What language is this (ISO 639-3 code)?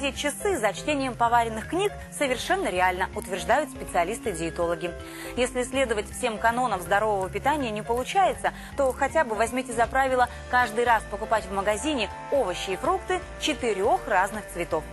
rus